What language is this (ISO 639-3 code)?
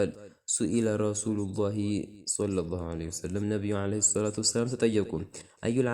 amh